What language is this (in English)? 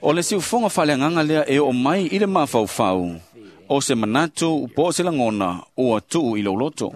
Samoan